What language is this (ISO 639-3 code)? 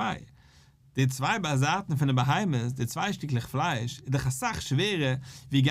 yid